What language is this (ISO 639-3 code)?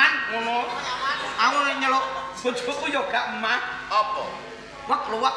jav